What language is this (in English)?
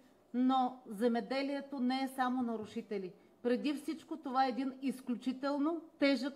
Bulgarian